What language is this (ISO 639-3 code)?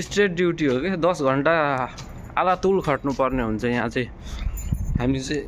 nep